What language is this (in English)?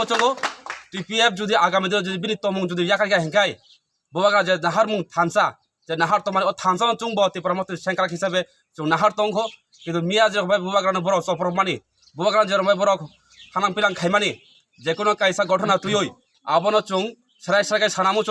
Kok Borok